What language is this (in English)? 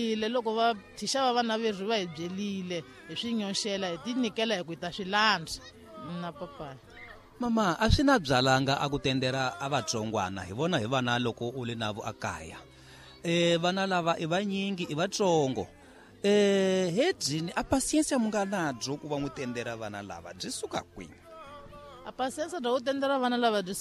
Tsonga